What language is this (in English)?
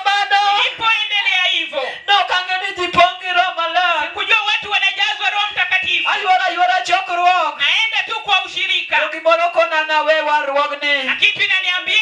Luo (Kenya and Tanzania)